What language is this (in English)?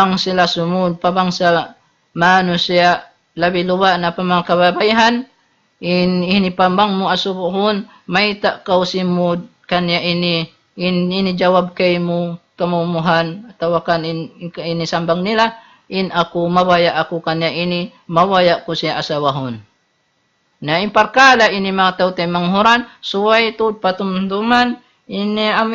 Tausug